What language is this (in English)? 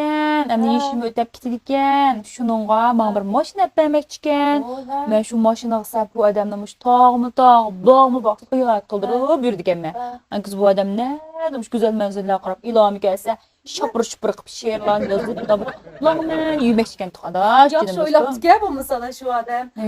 Uyghur